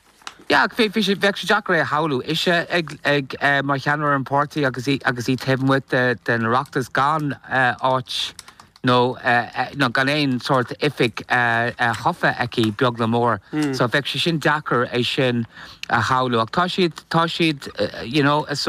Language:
Irish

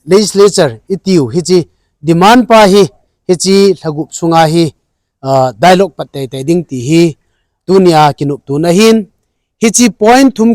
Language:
Thado Chin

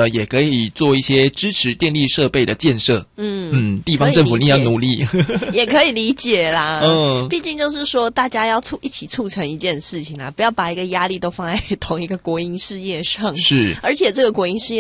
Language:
Chinese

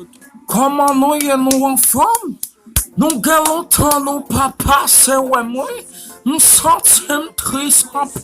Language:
Haitian Creole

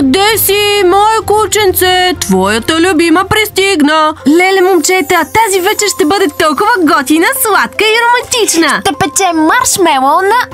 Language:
Bulgarian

